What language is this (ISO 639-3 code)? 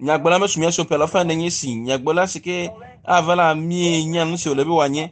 ewe